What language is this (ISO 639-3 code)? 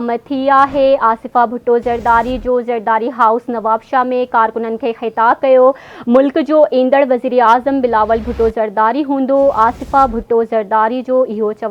snd